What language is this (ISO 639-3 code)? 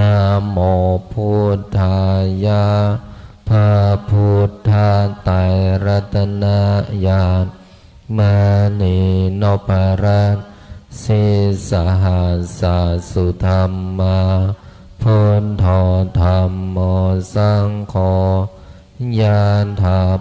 pli